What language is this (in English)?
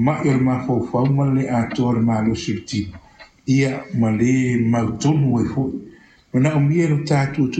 Samoan